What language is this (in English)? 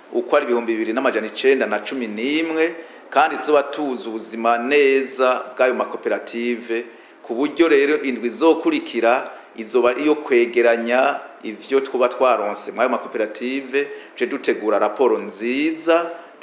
Rundi